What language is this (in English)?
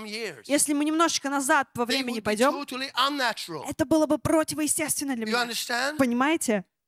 Russian